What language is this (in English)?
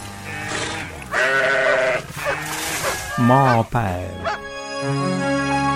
Estonian